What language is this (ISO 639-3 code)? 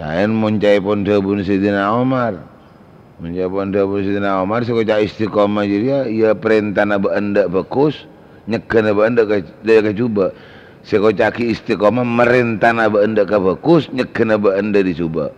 mad